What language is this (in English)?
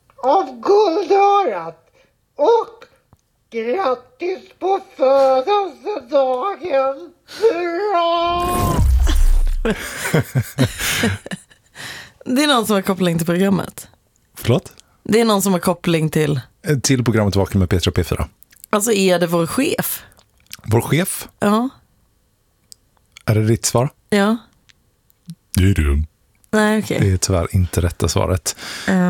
Swedish